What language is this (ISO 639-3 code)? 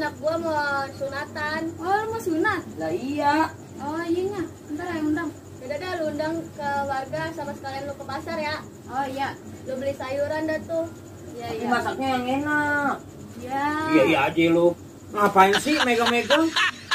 bew